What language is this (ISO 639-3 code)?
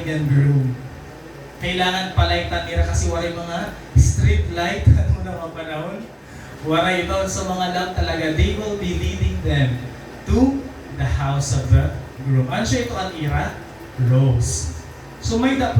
war